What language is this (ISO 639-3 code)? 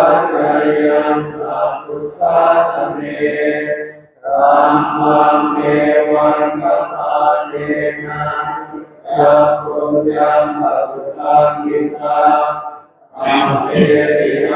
pli